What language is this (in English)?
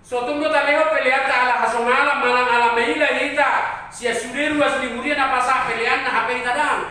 Batak Toba